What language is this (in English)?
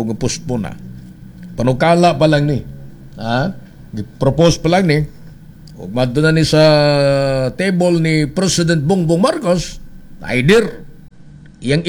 Cebuano